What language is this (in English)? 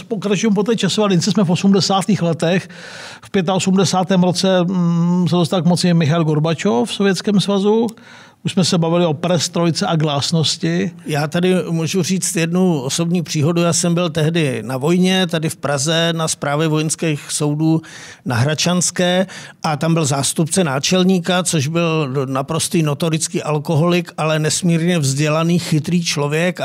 Czech